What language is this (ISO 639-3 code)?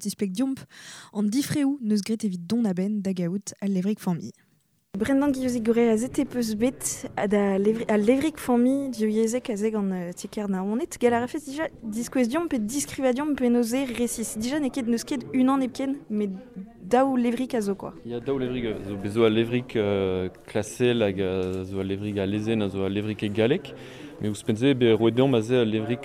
bre